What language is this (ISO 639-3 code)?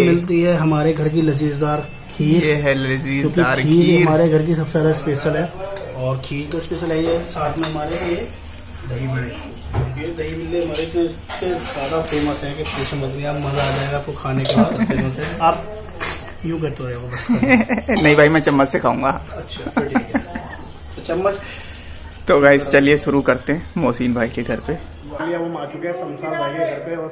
hin